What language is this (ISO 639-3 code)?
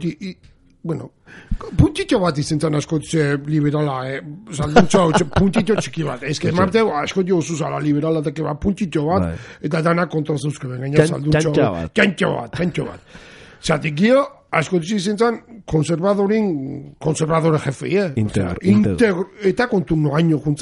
eus